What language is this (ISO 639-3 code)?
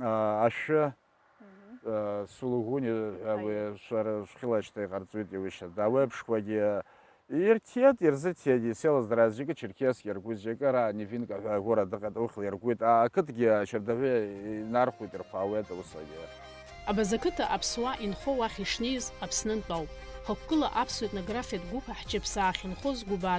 abk